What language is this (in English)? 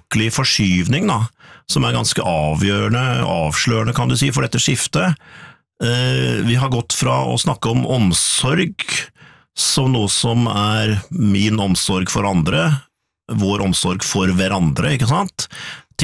Norwegian